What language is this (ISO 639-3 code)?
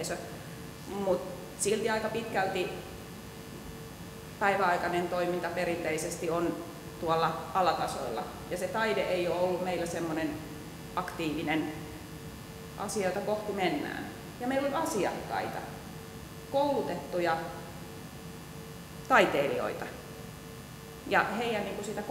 fin